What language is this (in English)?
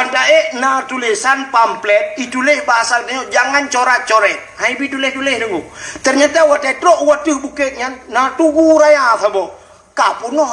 Achinese